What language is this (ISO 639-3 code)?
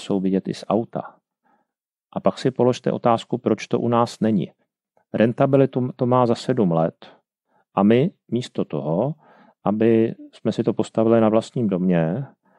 ces